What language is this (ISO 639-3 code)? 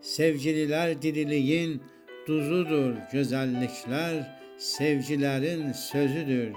azb